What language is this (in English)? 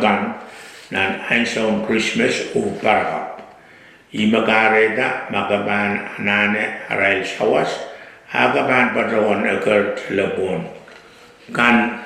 Pohnpeian